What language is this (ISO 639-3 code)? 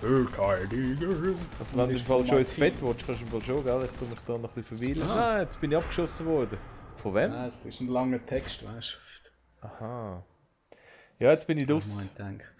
gsw